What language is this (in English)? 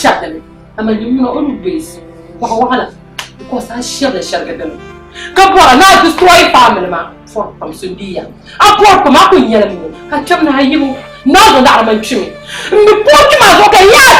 Dagbani